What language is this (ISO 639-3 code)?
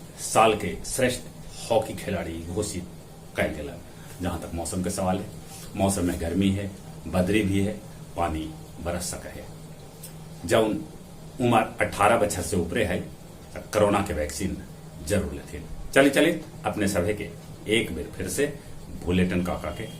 mag